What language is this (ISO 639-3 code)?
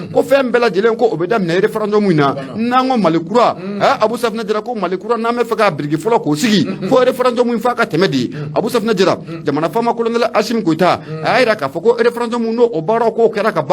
bam